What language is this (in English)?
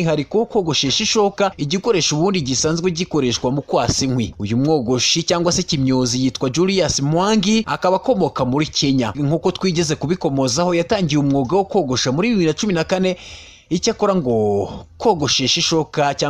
Kinyarwanda